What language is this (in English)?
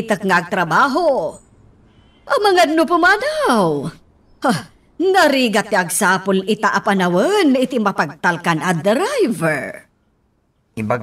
Iloko